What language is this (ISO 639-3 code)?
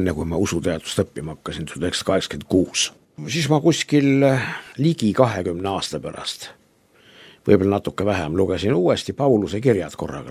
est